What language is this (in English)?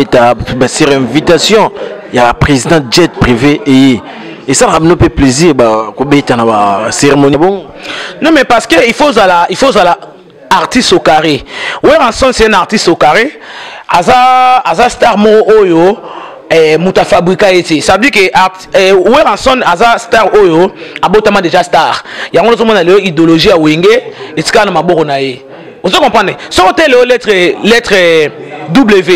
Lingala